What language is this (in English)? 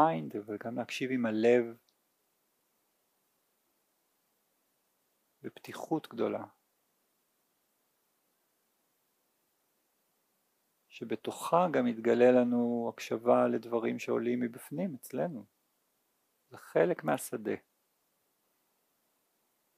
Hebrew